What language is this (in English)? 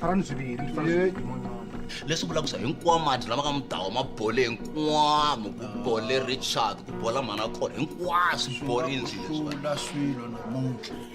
Tsonga